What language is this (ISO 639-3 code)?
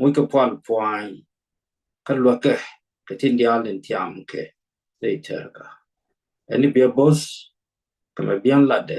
nus